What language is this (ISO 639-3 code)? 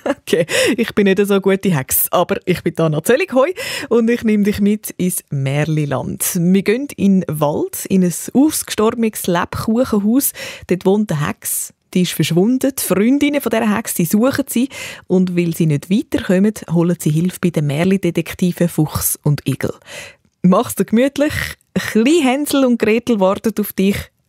gsw